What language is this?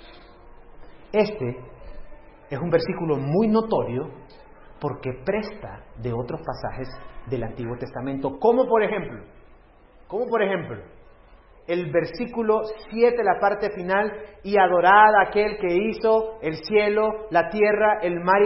Spanish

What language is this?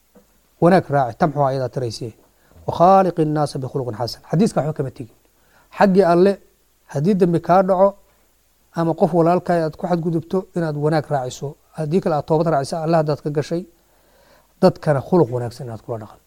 Somali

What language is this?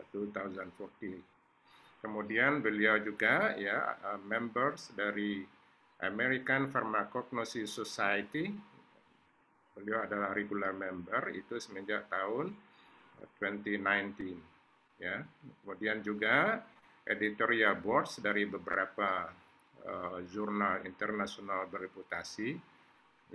Indonesian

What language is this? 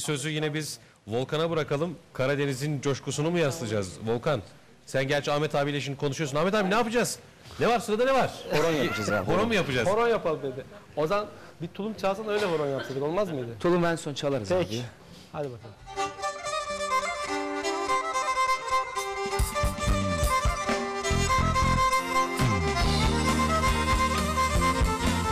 Turkish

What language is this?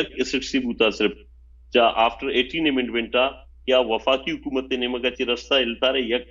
Baluchi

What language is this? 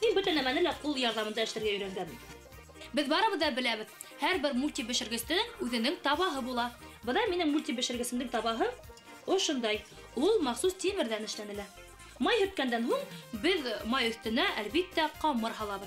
Bashkir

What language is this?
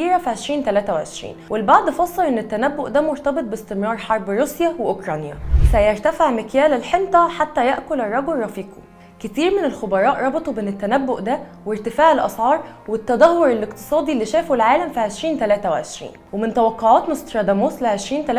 Egyptian Arabic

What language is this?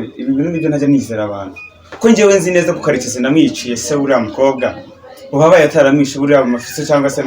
Kinyarwanda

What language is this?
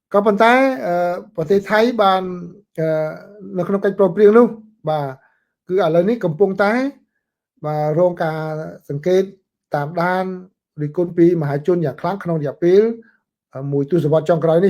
Khmer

